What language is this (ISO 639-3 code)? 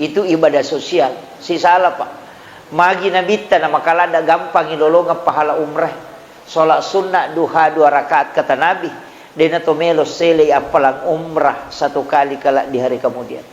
bug